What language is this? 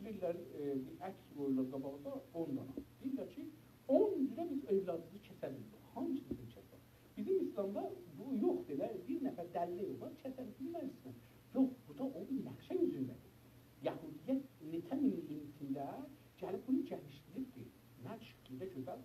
South Azerbaijani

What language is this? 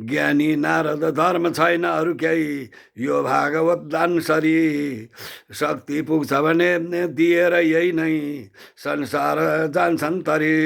Nepali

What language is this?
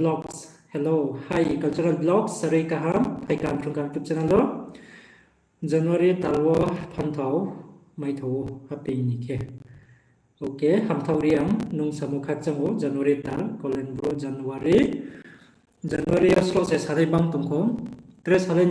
Riang (India)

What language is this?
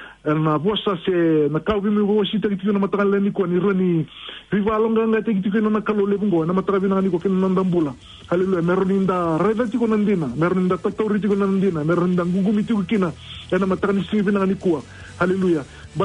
Fijian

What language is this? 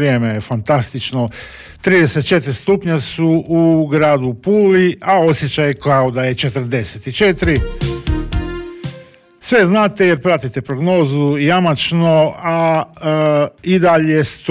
Croatian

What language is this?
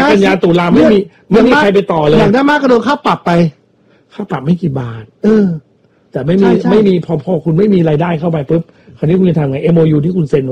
Thai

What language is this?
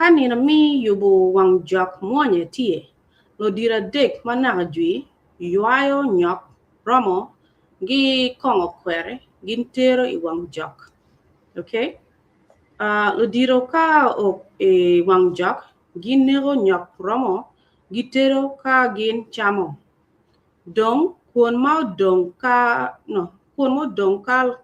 Acoli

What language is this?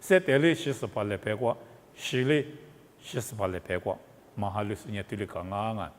Lisu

